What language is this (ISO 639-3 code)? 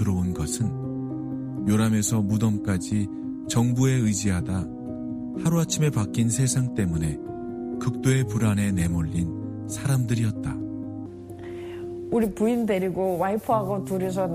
kor